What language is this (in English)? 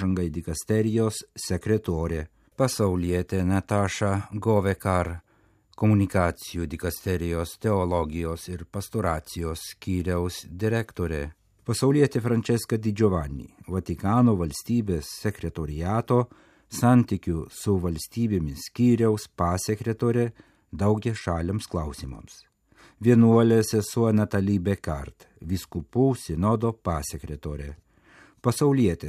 Lithuanian